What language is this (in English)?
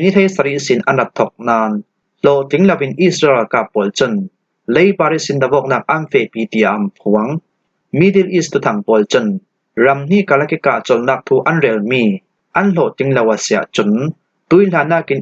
Falam Chin